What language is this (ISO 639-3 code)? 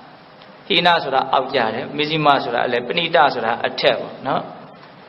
mya